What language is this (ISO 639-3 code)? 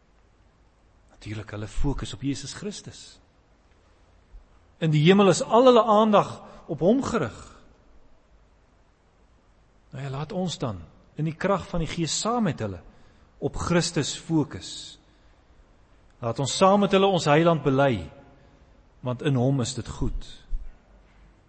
afr